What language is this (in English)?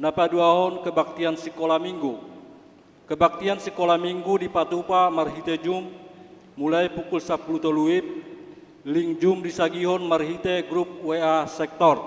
Batak Toba